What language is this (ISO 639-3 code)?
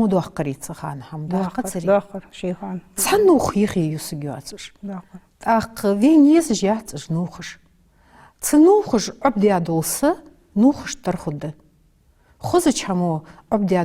inh